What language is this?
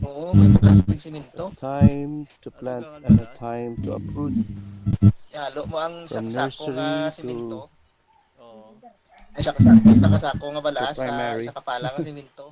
Hiligaynon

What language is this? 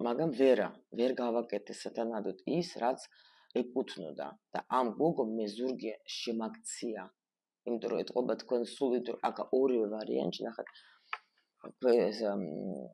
Georgian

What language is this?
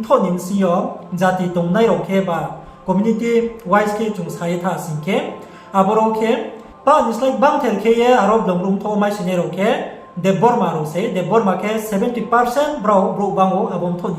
Riang (India)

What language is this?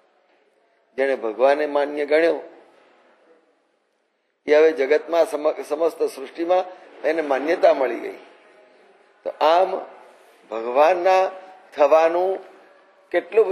Gujarati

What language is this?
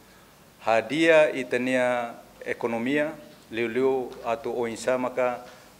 Tetum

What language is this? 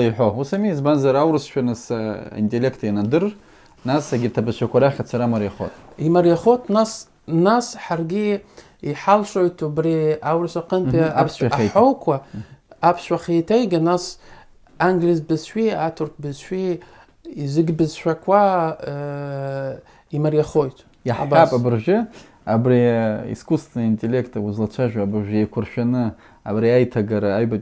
Abkhazian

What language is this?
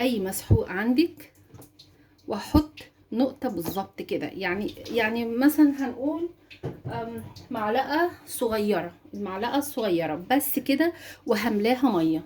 Egyptian Arabic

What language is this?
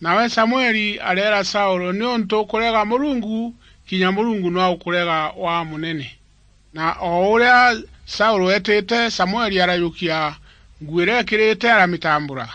Meru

